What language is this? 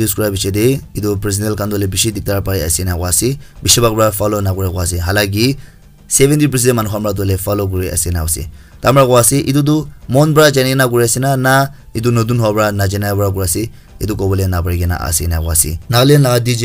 Naga Pidgin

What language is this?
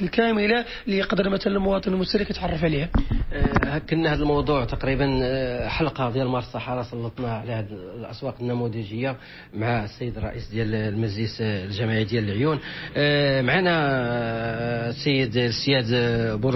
Moroccan Arabic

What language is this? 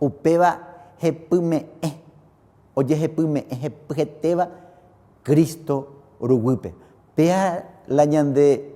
Guarani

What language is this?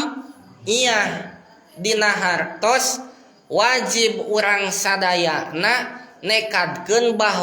Sundanese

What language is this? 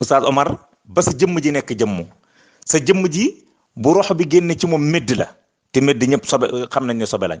Wolof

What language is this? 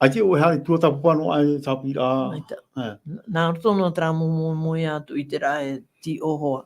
Tahitian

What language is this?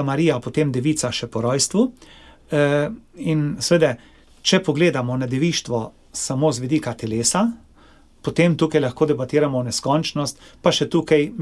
Slovenian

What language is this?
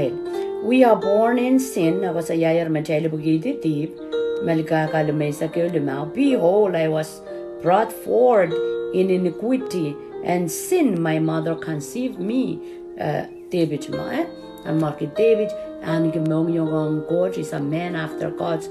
Pohnpeian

